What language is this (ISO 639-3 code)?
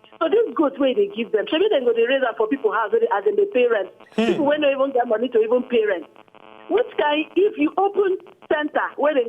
pcm